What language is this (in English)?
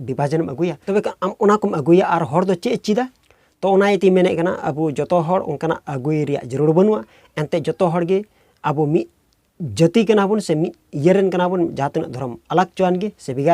Santali